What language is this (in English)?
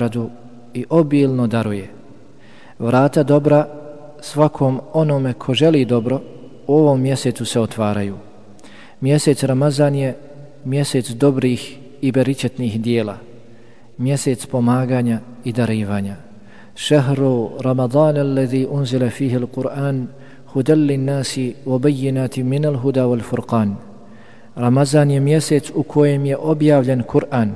Bosnian